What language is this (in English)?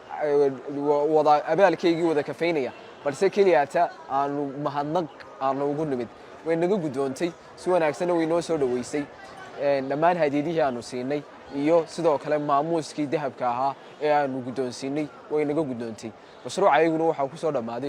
Somali